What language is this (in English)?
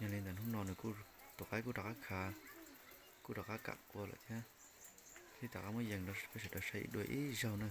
Hmong